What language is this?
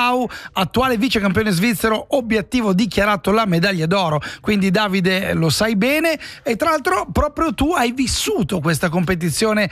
Italian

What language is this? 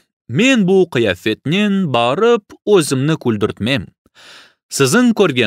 Crimean Tatar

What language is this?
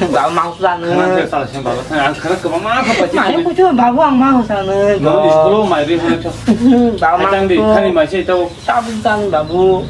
Kok Borok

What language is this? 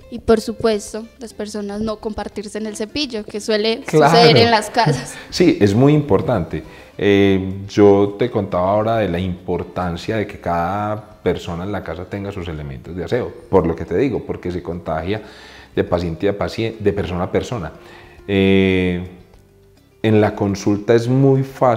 Spanish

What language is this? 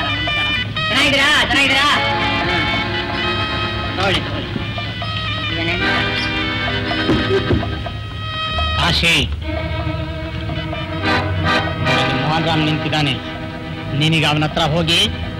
Kannada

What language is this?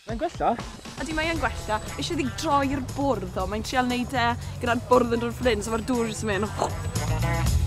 Welsh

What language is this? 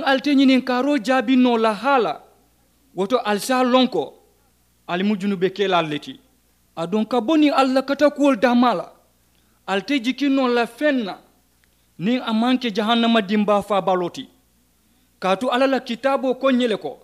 Mandingo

